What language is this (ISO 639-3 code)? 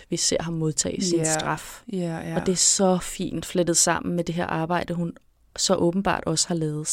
dan